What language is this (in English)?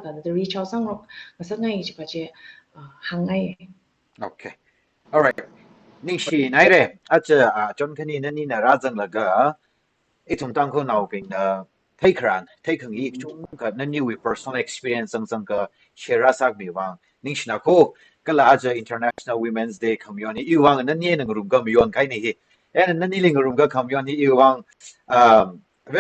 Tangkhul Naga (India)